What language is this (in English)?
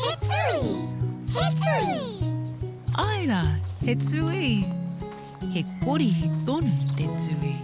Māori